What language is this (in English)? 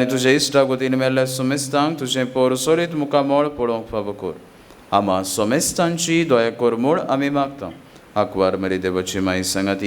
Konkani